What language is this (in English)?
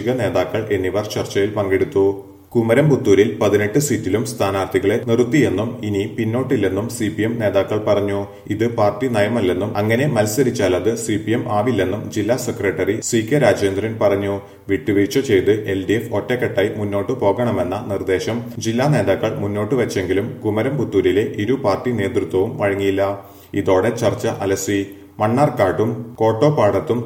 Malayalam